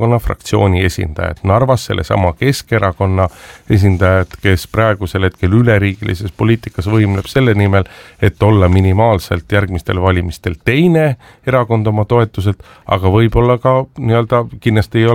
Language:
Estonian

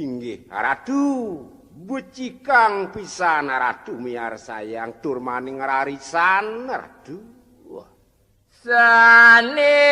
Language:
Balinese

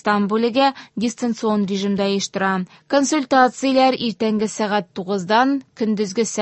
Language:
Tatar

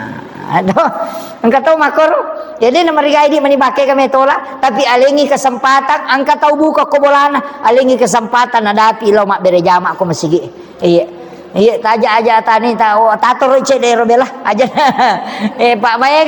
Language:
Buginese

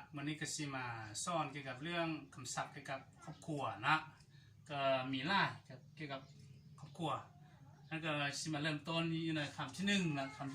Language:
Hmong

